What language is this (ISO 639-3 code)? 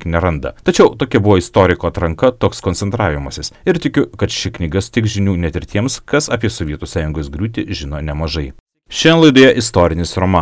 lit